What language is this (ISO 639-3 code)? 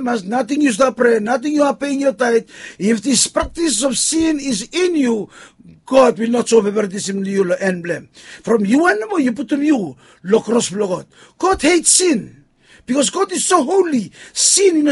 bis